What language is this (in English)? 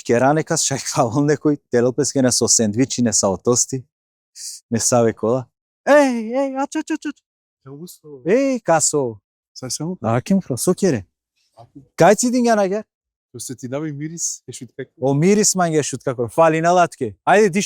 Macedonian